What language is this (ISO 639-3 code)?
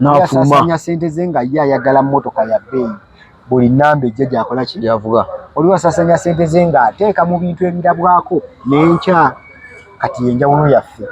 lug